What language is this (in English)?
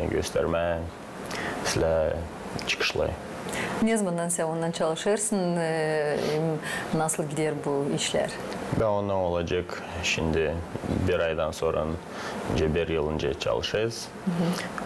Gagauz